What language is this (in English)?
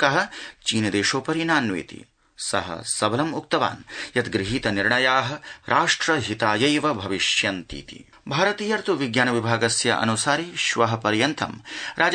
Sanskrit